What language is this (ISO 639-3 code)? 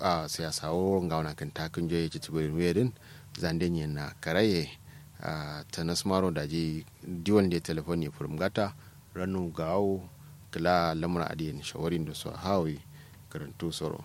kau